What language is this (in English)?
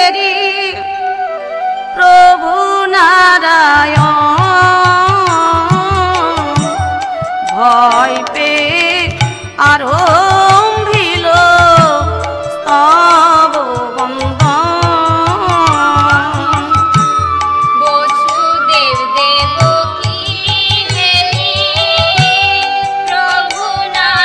Bangla